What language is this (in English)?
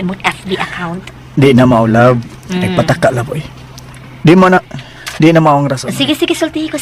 Cebuano